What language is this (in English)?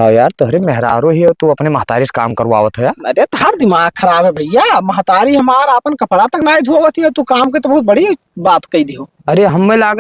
Awadhi